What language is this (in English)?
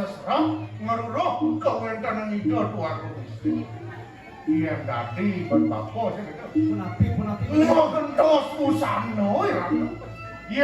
Balinese